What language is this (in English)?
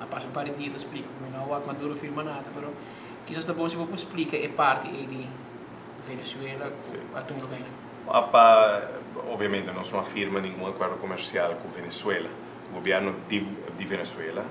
Papiamento